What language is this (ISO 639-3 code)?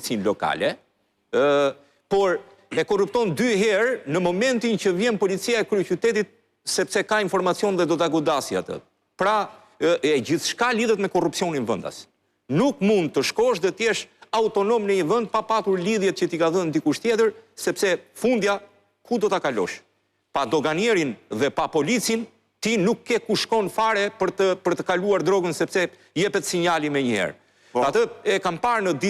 sqi